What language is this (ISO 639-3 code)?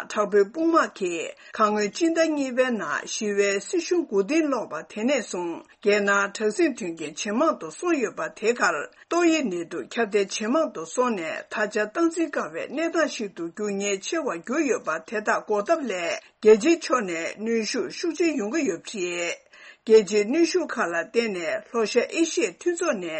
bod